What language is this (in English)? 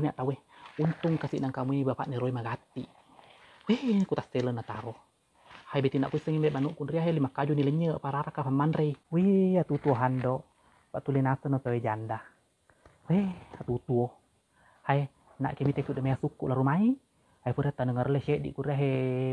Buginese